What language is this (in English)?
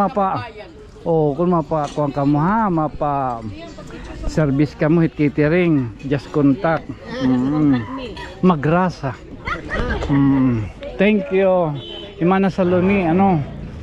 Waray